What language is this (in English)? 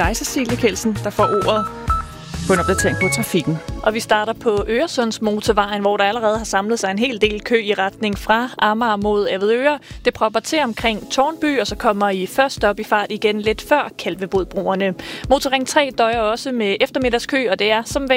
Danish